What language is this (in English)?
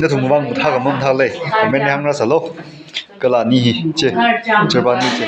Tangkhul Naga (India)